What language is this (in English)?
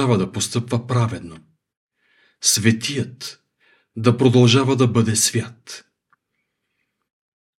Bulgarian